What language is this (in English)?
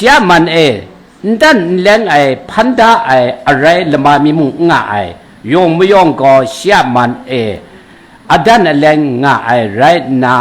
Kachin